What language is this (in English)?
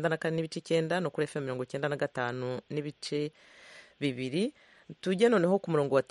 Kinyarwanda